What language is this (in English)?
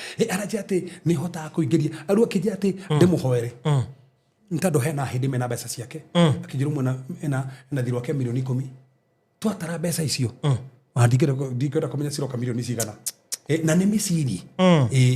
Kikuyu